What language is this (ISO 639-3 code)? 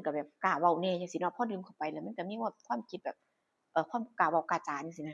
tts